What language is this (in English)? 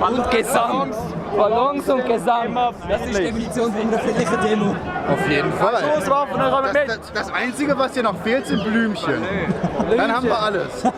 Swiss German